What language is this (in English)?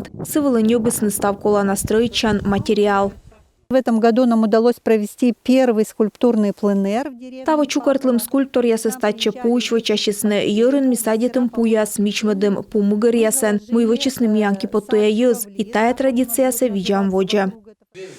Komi